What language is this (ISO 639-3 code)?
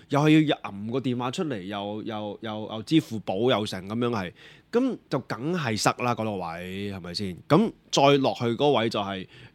yue